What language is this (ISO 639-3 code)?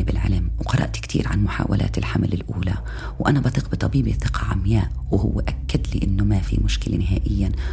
apc